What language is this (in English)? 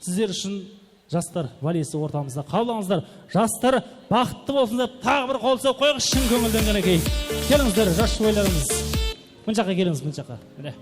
Kara-Kalpak